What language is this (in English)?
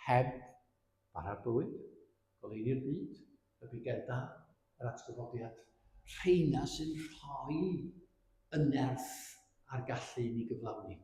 Welsh